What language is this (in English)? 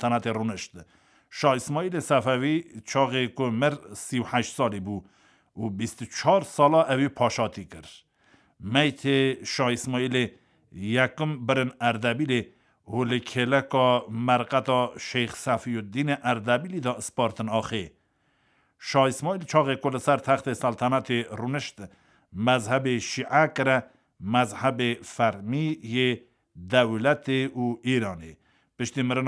Kurdish